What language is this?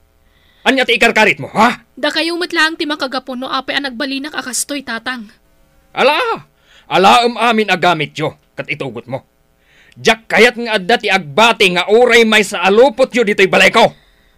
Iloko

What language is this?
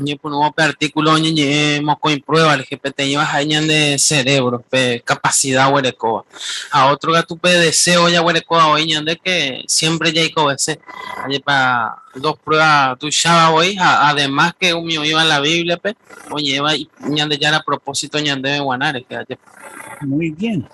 Guarani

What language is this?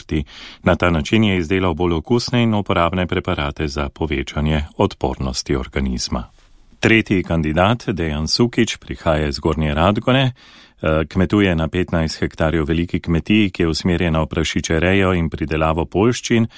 Slovenian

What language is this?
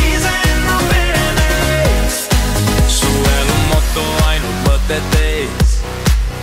Estonian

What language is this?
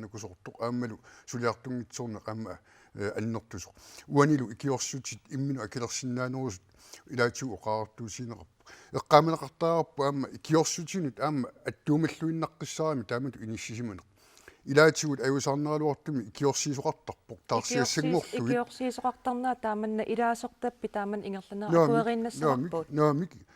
Kalaallisut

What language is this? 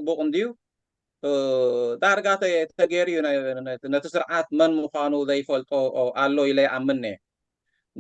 Tigrinya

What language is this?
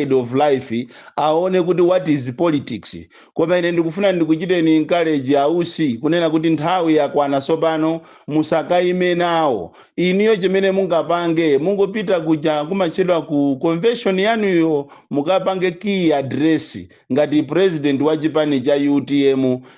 Nyanja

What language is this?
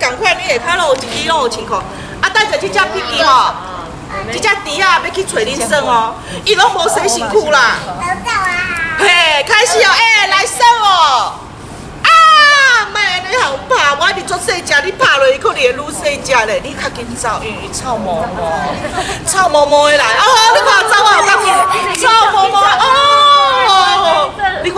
Min Nan Chinese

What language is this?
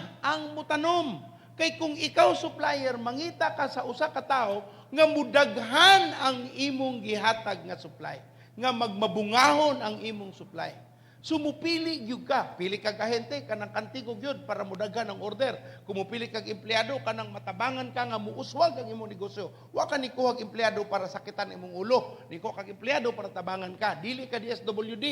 Cebuano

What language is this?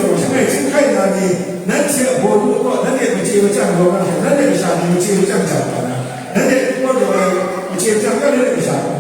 Kachin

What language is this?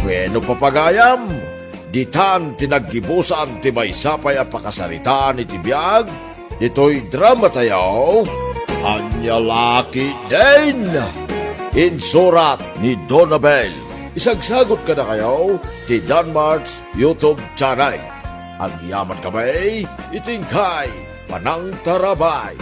Iloko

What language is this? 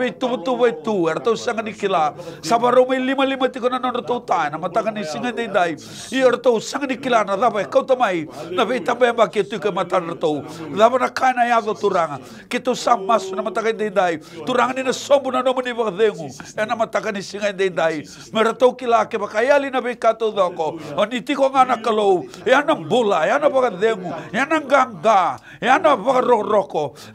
Fijian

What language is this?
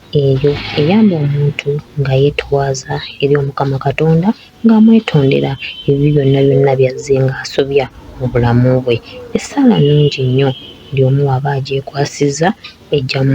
Ganda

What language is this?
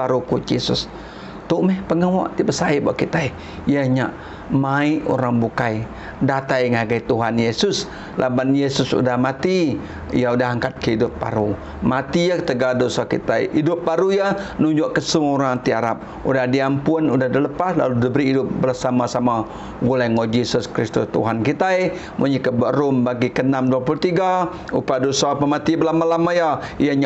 Iban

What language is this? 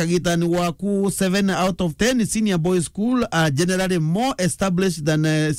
Meru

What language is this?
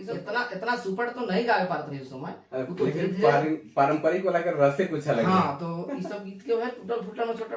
Sadri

